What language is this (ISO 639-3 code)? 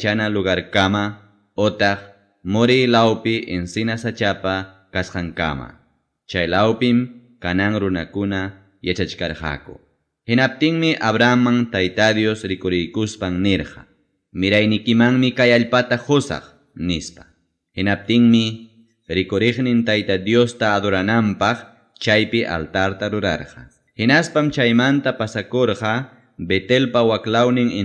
quy